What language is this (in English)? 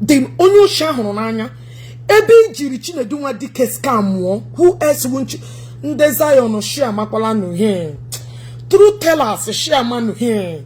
Igbo